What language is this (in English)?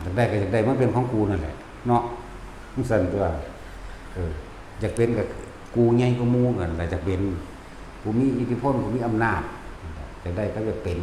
Northeastern Thai